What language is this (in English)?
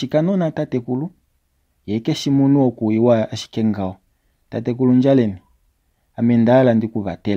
Kuanyama